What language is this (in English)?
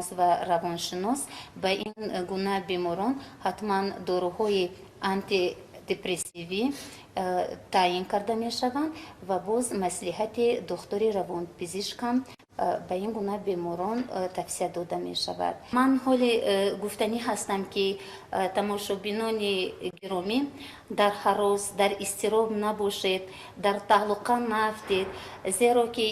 Tajik